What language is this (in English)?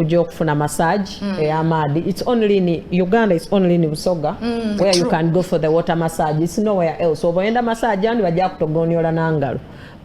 Soga